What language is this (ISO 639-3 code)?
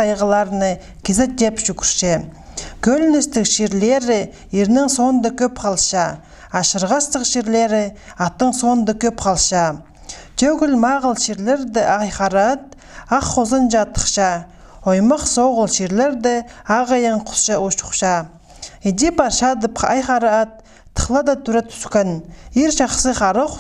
kjh